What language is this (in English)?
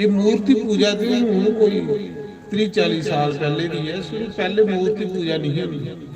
Dogri